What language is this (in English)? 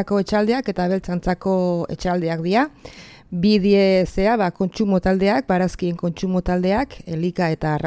Basque